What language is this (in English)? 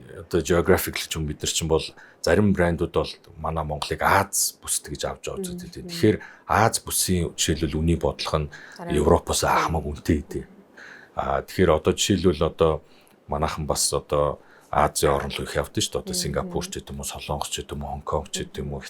Mongolian